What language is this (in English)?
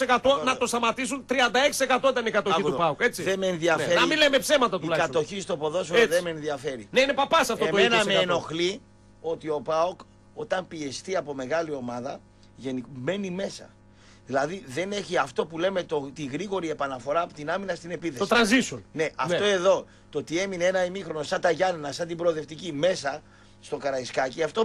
Greek